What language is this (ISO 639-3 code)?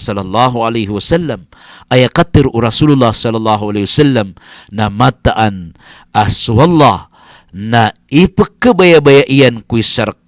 mrw